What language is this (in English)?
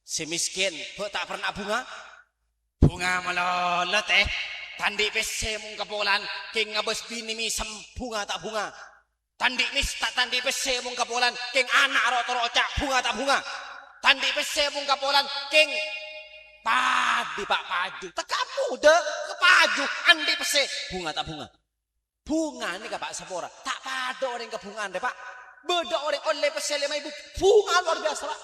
Madurese